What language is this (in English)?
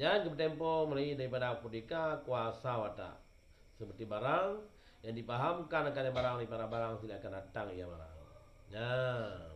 Achinese